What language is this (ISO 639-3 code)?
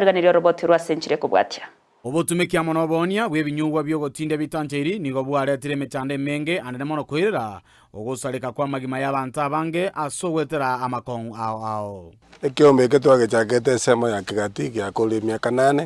guz